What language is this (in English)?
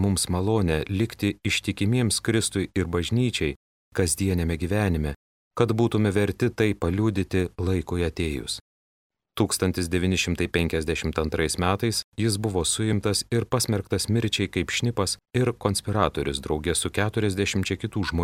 Lithuanian